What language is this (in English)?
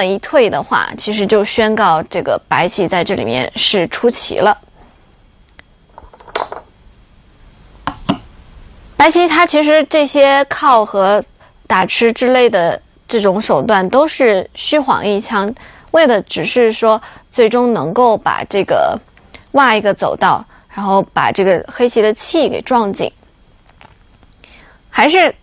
Chinese